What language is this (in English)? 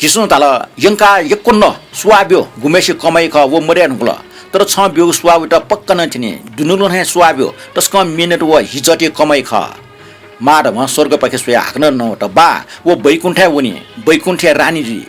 Newari